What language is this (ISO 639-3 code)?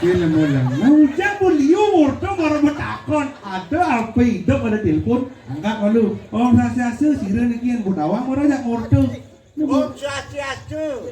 ban